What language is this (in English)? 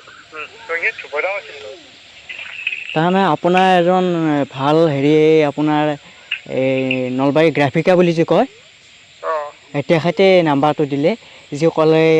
Assamese